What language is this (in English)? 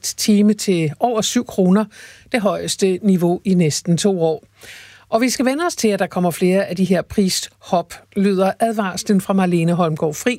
Danish